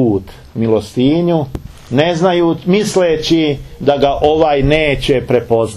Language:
Serbian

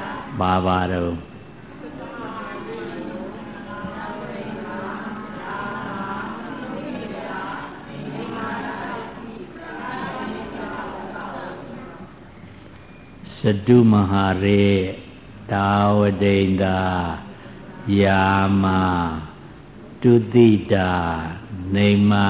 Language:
Burmese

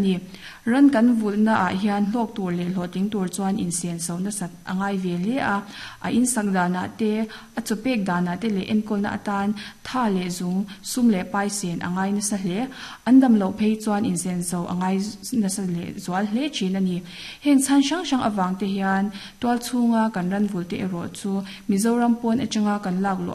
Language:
Mizo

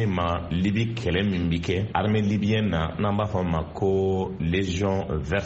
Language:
Bambara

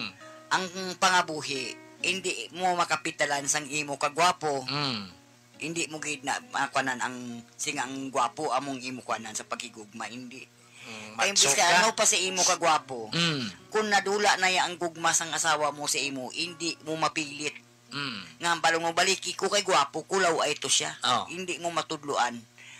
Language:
Hiligaynon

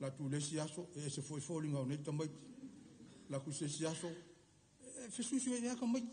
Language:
Samoan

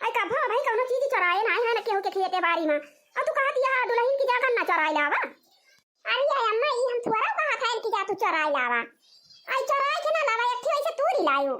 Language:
Awadhi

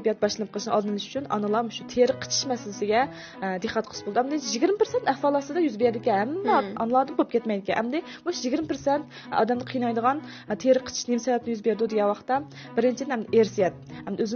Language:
Uyghur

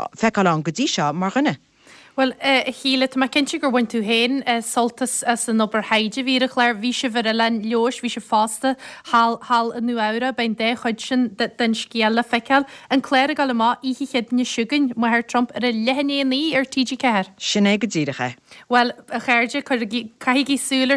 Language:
Irish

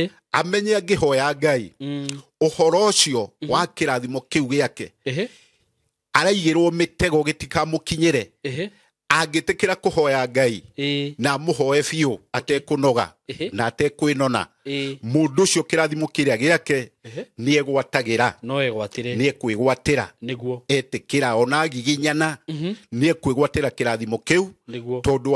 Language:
Kikuyu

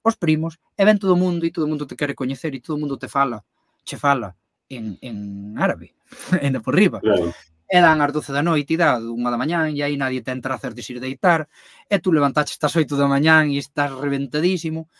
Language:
Galician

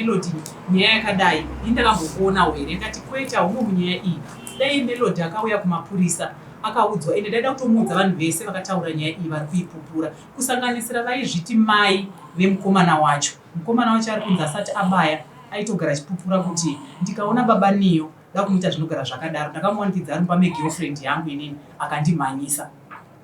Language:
Shona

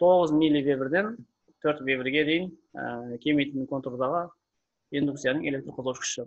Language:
Kazakh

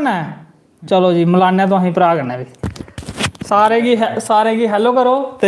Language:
Dogri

